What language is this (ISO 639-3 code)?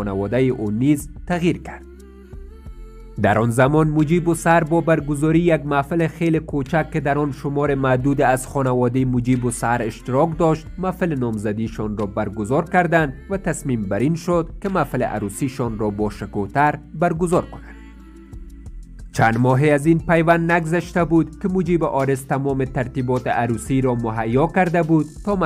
fas